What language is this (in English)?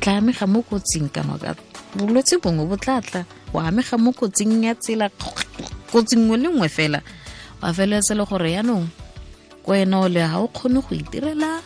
Tswana